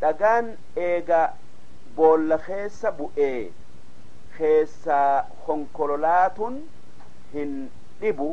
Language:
Oromo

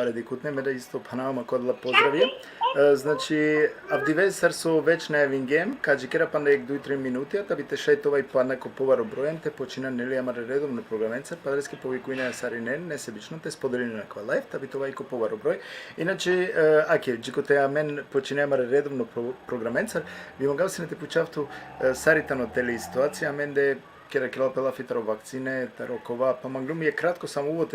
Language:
Balkan Romani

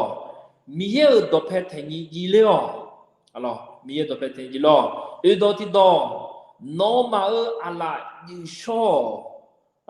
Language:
Akha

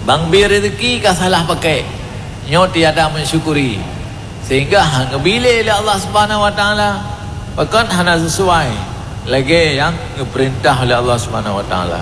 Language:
Achinese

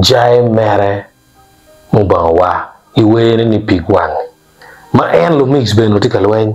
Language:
Acoli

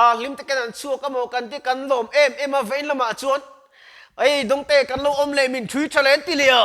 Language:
Mizo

